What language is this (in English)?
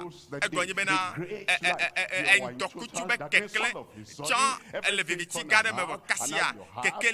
Ewe